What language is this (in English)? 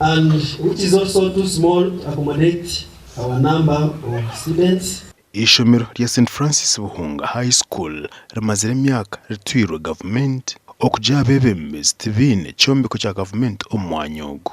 Nyankole